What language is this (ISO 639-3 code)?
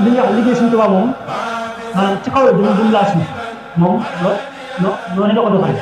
wol